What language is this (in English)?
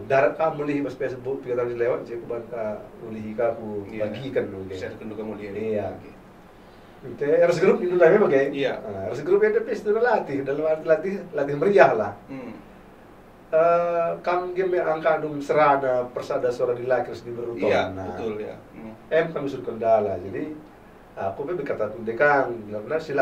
Batak Karo